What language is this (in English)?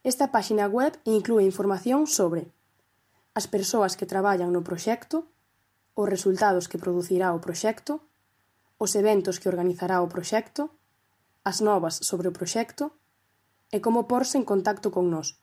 Galician